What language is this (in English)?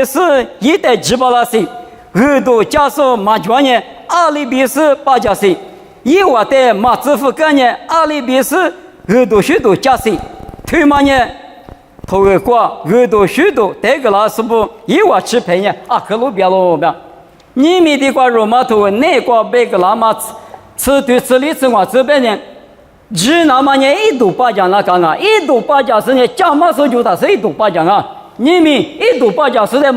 Lisu